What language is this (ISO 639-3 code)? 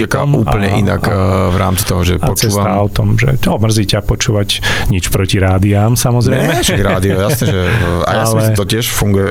slk